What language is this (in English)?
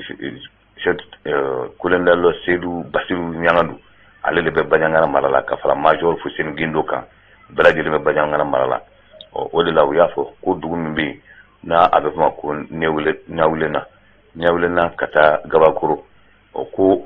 Bambara